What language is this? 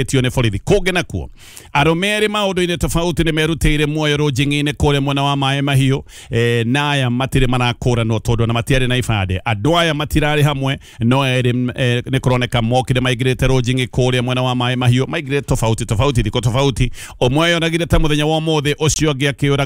Kikuyu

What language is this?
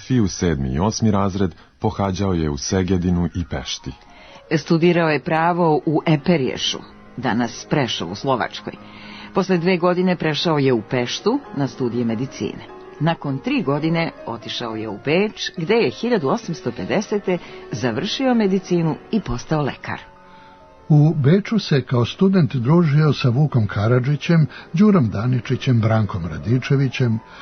Serbian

